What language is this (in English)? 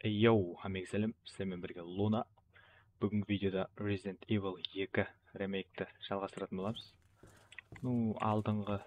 Kara-Kalpak